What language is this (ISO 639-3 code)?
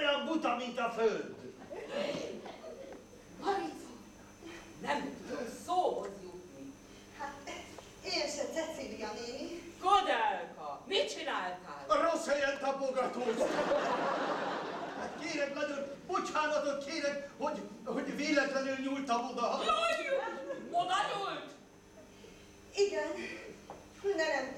hun